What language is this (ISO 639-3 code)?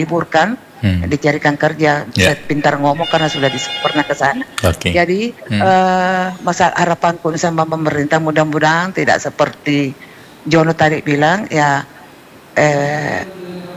ind